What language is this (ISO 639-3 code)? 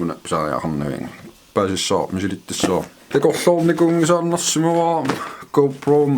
kal